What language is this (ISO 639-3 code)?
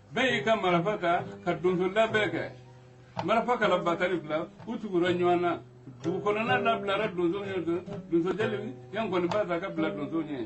bam